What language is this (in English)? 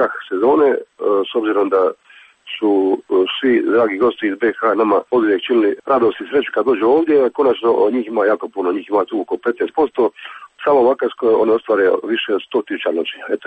Croatian